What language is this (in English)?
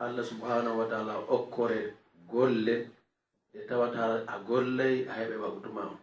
Fula